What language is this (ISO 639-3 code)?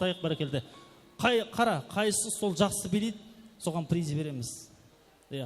kaa